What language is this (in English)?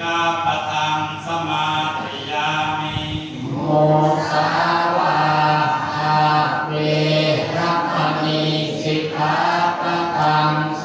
Pali